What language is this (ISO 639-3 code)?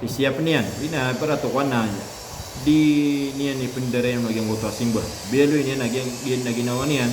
mrw